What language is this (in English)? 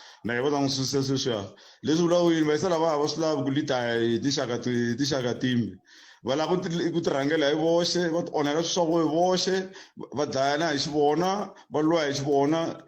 Tsonga